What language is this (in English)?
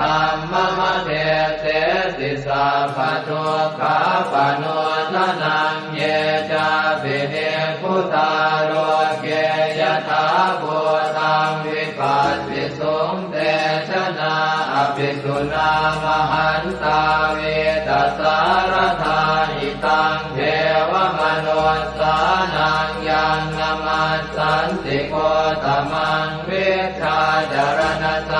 Pali